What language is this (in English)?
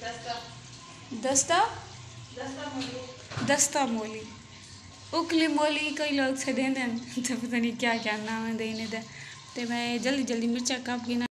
Saraiki